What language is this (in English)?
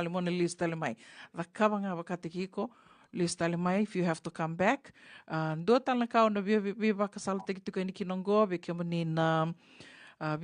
Fijian